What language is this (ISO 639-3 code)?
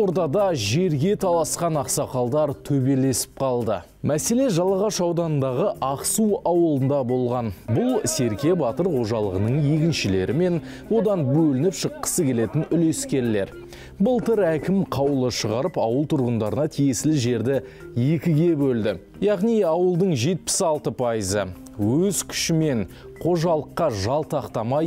kaz